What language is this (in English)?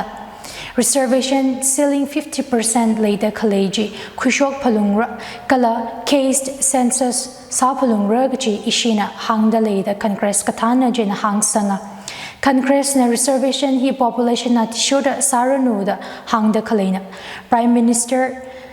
Tangkhul Naga (India)